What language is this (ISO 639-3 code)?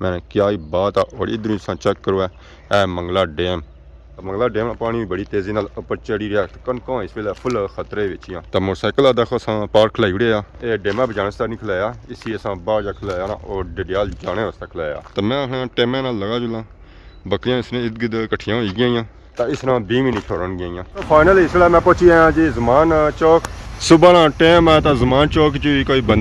phr